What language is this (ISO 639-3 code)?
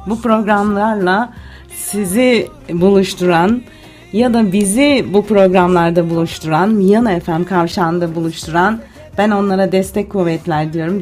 tur